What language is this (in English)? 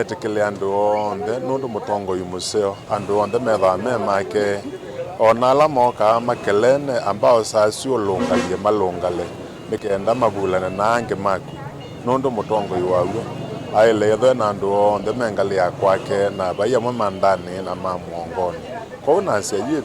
Kamba